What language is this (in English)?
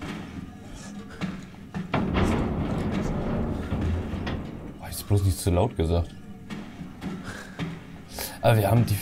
German